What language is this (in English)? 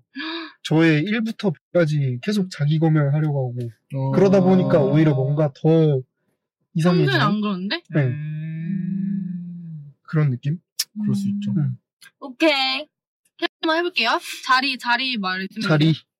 Korean